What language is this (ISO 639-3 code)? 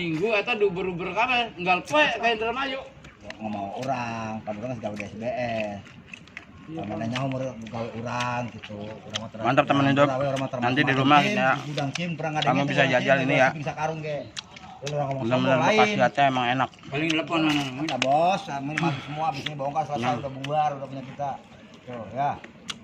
bew